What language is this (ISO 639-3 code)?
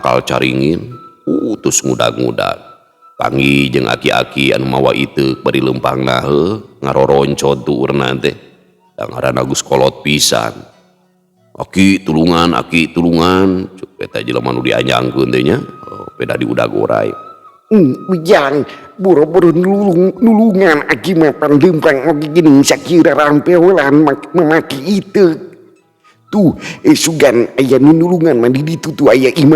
sun